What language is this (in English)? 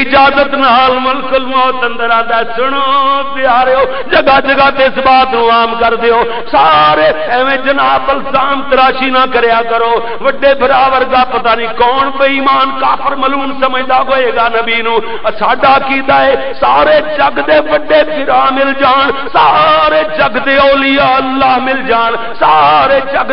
Western Panjabi